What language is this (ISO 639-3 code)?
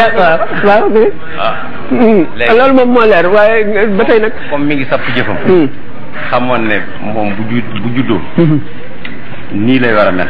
wol